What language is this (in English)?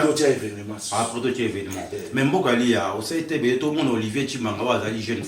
Lingala